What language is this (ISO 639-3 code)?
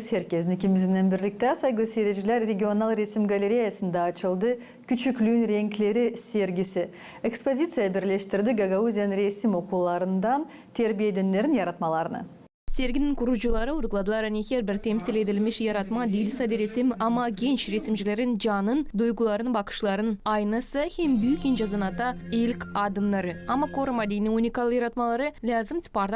gag